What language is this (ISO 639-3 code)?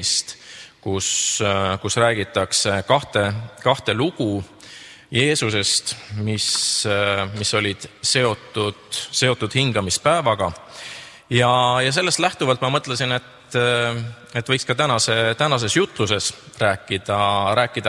est